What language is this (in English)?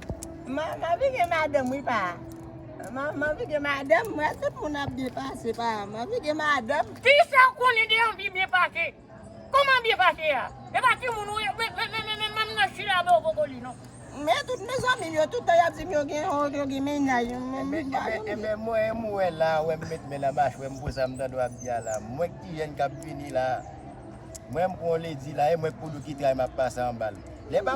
Haitian Creole